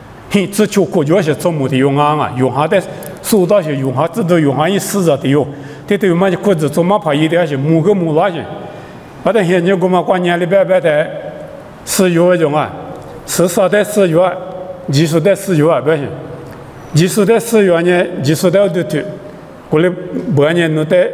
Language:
Lisu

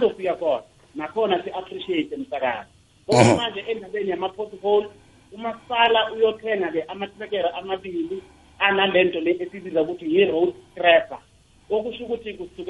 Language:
South Ndebele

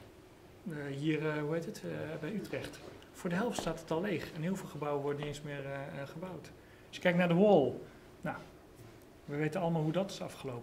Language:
Dutch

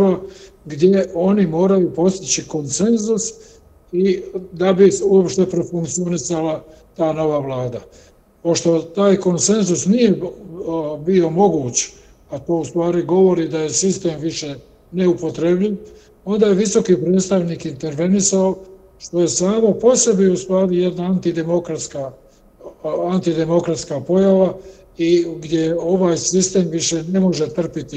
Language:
Bosnian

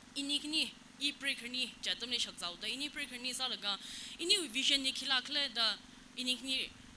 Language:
Tangkhul Naga (India)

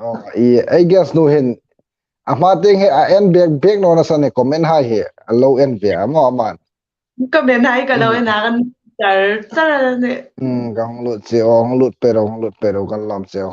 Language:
Hmar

